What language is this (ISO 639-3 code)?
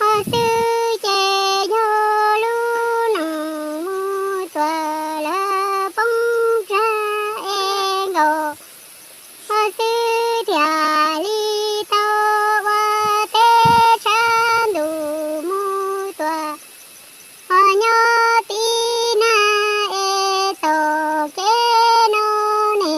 hmn